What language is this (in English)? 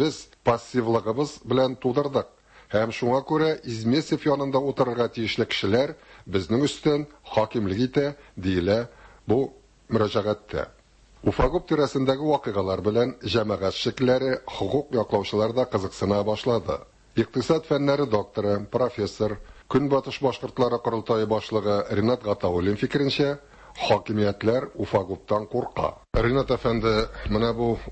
Tatar